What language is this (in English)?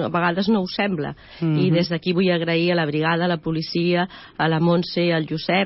Catalan